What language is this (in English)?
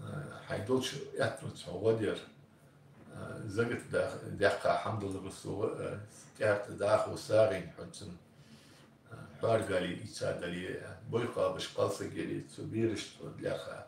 Ingush